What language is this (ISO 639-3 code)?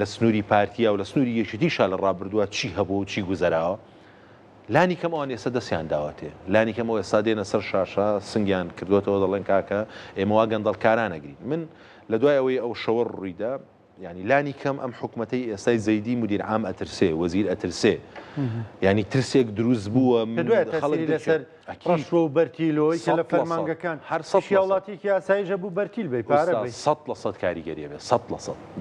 ckb